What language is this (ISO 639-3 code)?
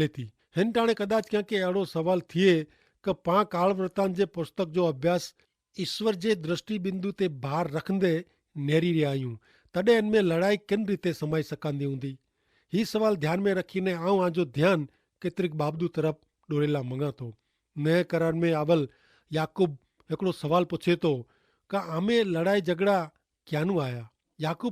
kfr